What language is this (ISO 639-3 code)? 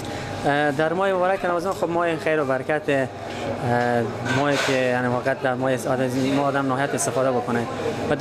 fas